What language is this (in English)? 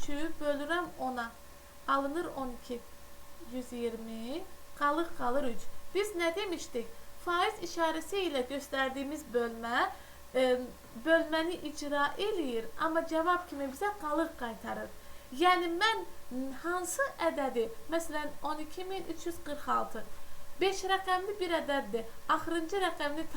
Azerbaijani